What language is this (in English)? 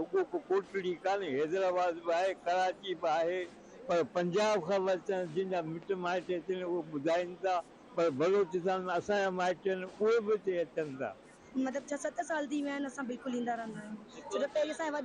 Sindhi